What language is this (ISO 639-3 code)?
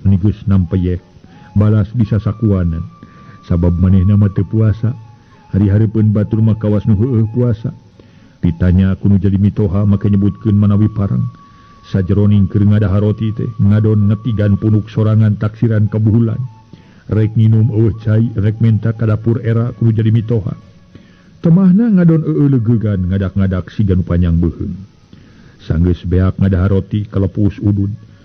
sun